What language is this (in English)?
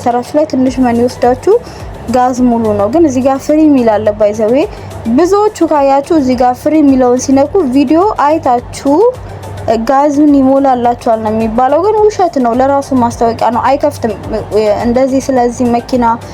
Amharic